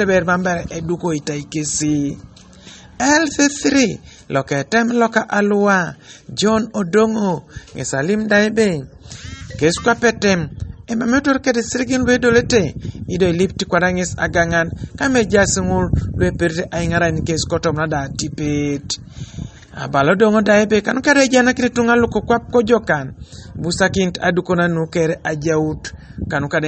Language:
Teso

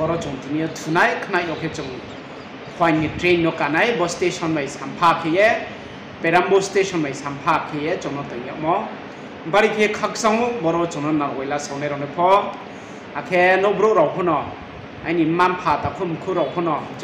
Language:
Riang (India)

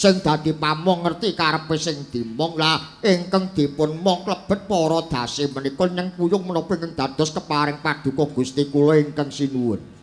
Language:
Javanese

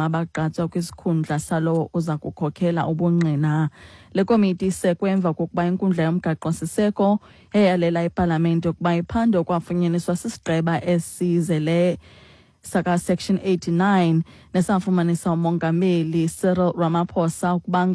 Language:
Xhosa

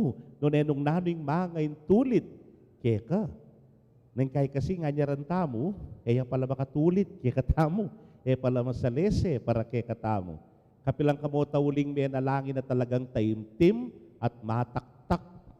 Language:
Pampanga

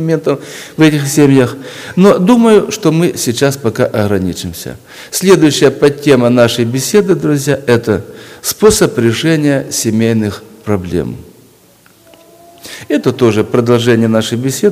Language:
Russian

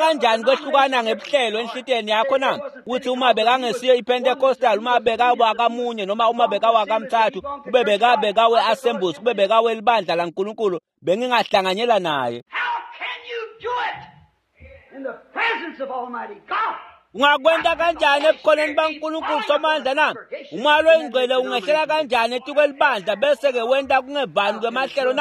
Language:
Swati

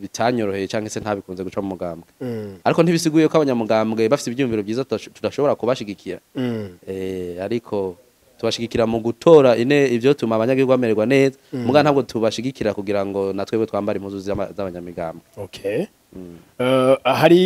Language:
Rundi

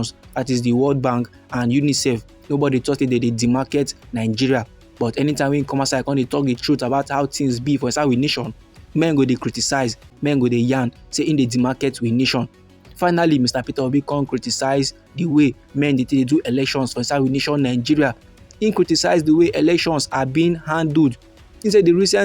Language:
Nigerian Pidgin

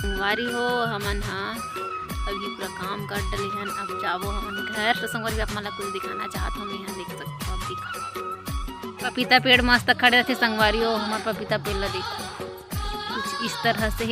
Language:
Chhattisgarhi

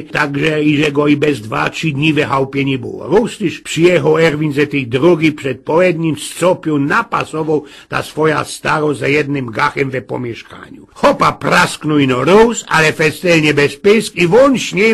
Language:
Silesian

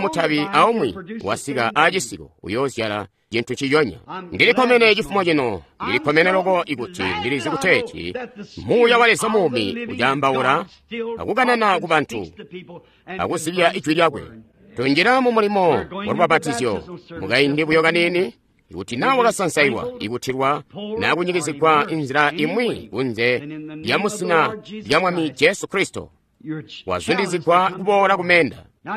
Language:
Tonga (Zambia)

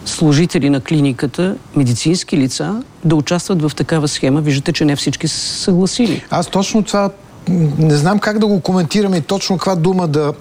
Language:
Bulgarian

